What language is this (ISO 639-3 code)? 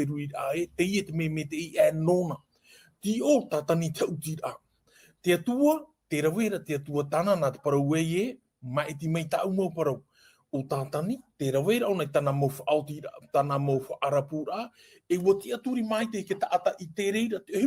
tah